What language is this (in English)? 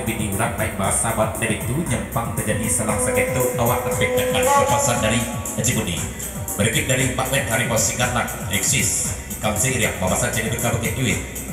Minangkabau